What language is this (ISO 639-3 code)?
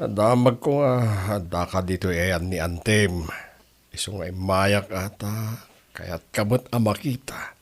ilo